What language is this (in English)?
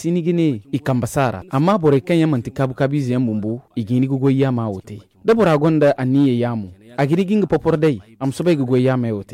Zarma